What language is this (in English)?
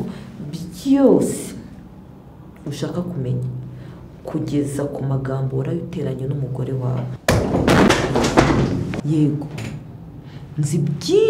Kinyarwanda